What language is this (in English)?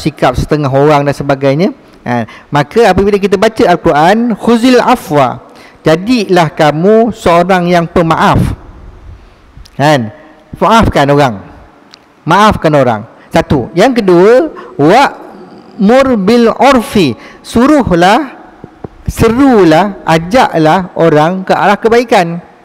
Malay